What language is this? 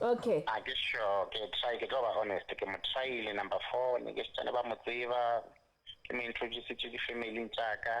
Southern Sotho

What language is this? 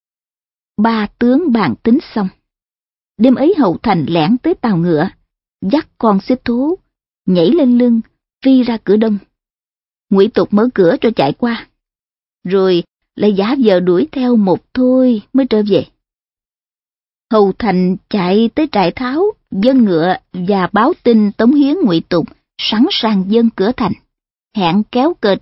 Vietnamese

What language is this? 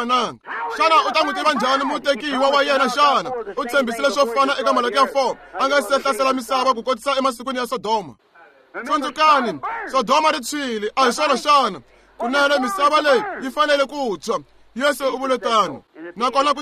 Tsonga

